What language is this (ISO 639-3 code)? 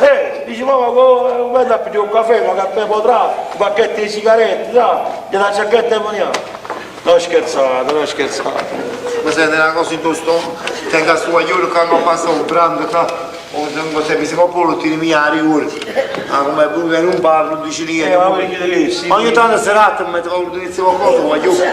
nap